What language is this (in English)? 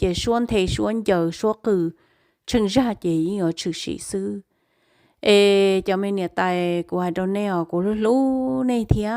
Hmong